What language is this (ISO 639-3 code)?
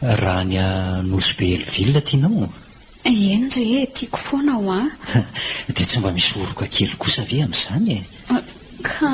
mlg